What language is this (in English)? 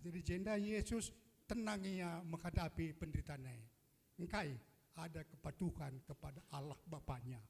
Batak Karo